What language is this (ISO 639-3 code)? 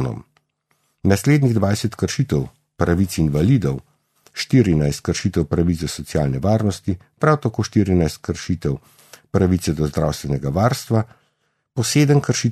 slv